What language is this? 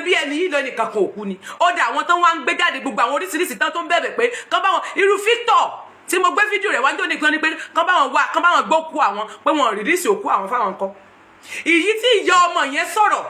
Yoruba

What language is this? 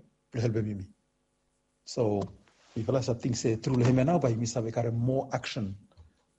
Bislama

